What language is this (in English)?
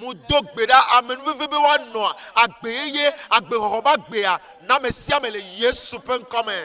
Ewe